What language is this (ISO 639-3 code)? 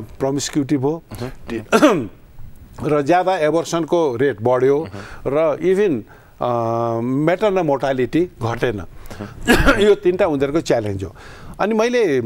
nep